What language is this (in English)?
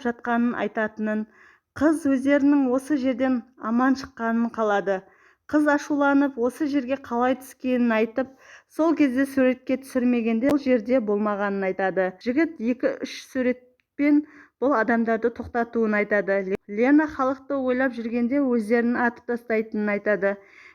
Kazakh